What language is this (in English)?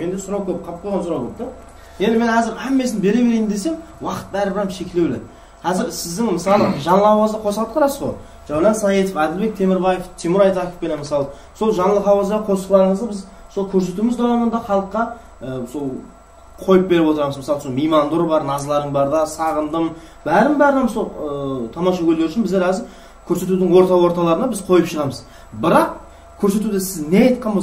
Kara-Kalpak